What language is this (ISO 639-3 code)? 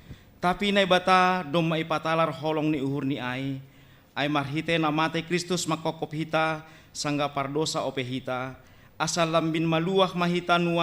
bts